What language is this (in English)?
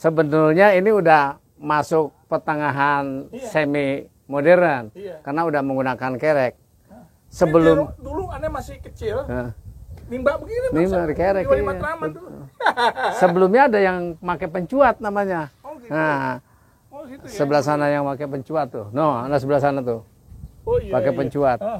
Betawi